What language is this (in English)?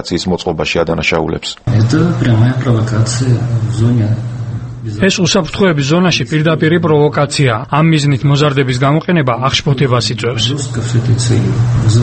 Georgian